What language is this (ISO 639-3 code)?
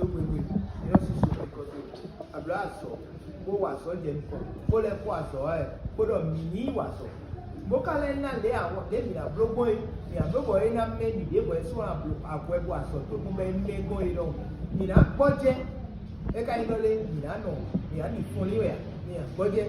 fon